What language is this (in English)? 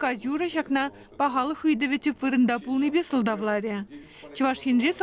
Chuvash